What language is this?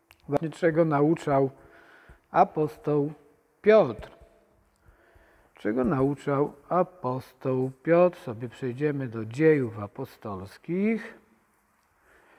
Polish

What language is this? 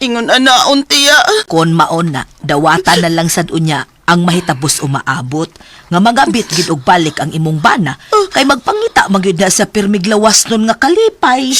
Cebuano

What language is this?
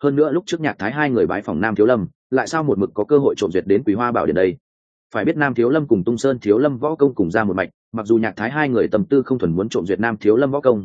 Vietnamese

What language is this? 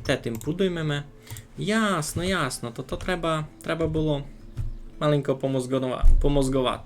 Rusyn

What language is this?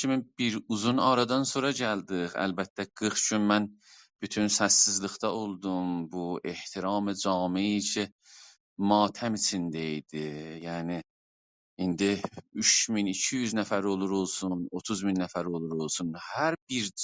South Azerbaijani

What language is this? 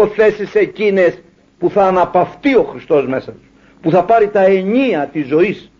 Greek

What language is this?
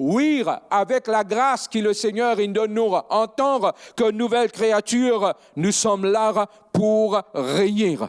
Morisyen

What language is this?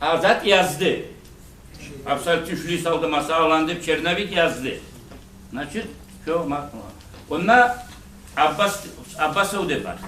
Kumyk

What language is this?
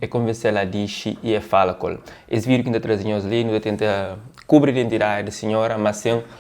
Kabuverdianu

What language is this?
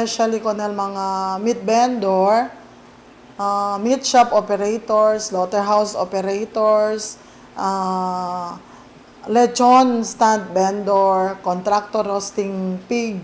Chavacano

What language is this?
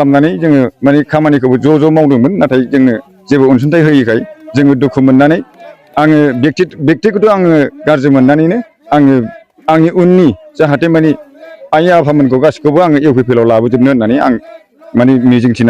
Bodo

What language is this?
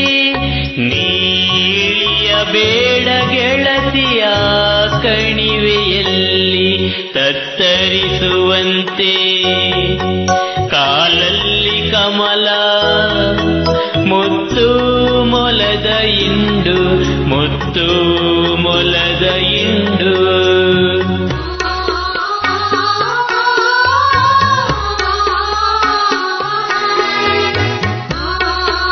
Kannada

